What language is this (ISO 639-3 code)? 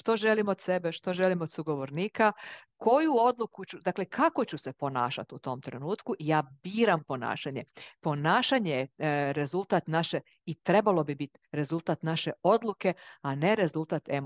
hrv